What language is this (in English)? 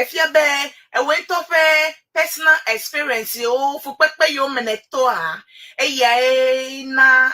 Ewe